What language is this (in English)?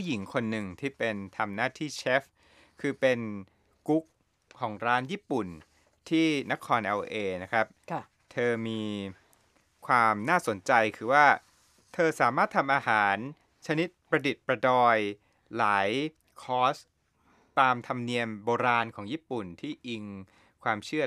Thai